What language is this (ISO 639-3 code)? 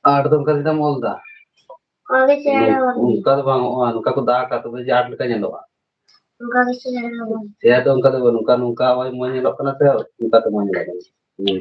sat